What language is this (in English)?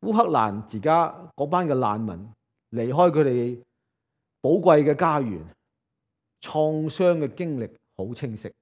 Cantonese